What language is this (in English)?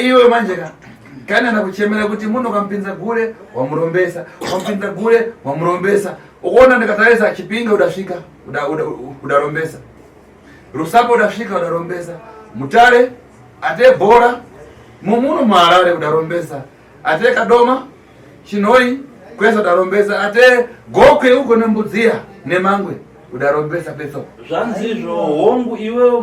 Shona